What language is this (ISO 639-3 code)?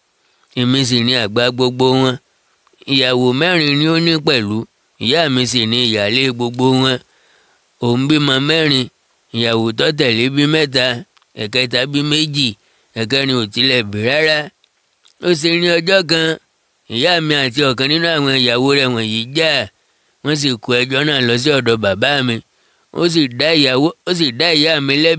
yor